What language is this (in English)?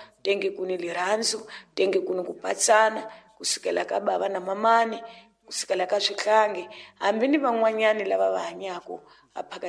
Tsonga